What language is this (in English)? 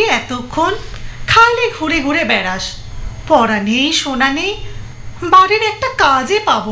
Bangla